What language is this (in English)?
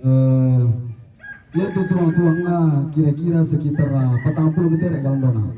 Toraja-Sa'dan